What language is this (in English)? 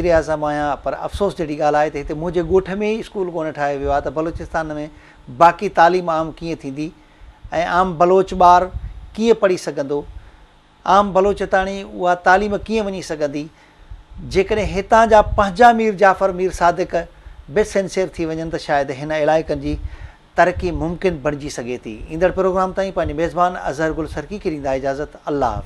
Sindhi